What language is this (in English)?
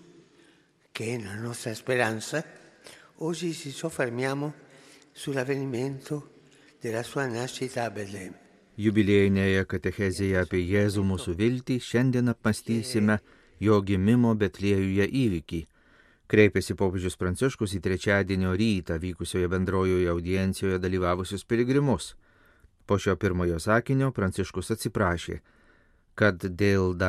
Lithuanian